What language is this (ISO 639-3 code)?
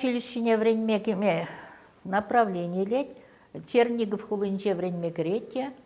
chv